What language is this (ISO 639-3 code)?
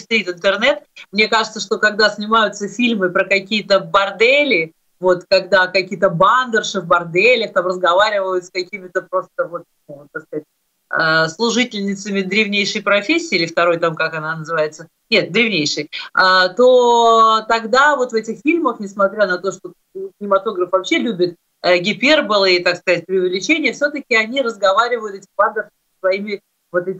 rus